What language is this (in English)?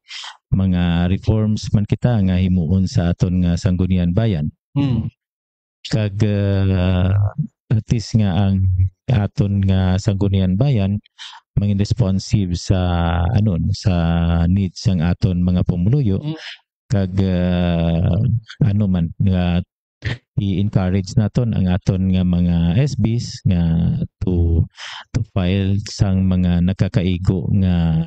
Hiligaynon